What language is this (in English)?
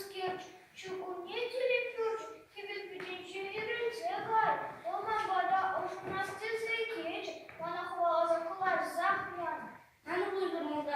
Chuvash